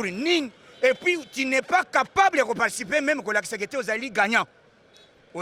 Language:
Lingala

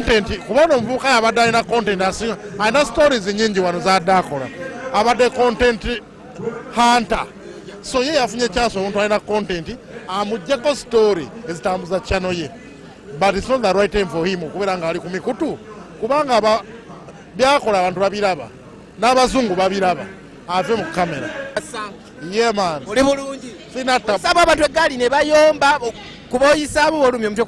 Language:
Ganda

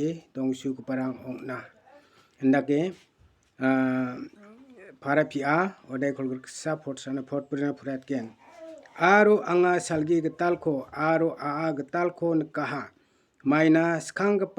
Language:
Garo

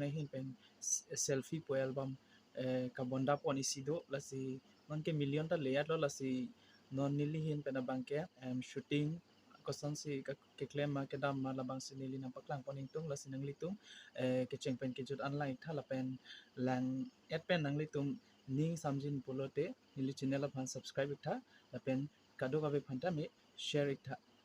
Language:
Karbi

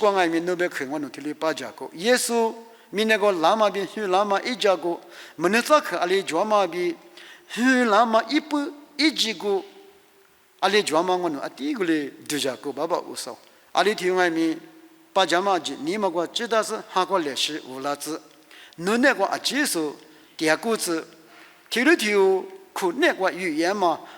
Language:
Lisu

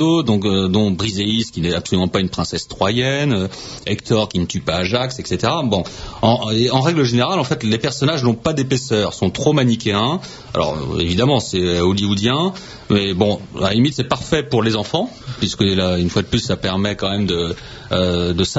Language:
French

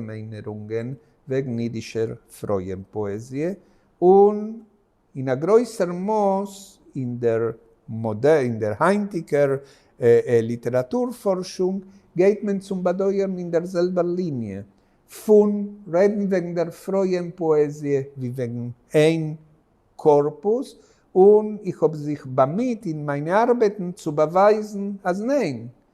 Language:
Yiddish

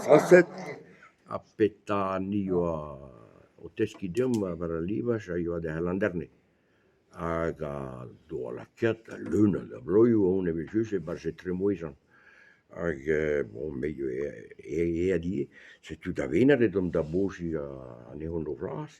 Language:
Breton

